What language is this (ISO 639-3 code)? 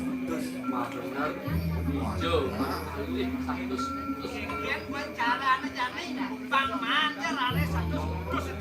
ban